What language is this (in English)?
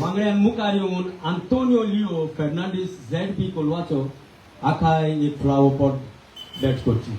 Konkani